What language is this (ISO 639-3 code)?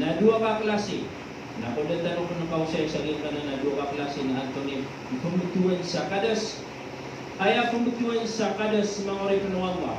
mrw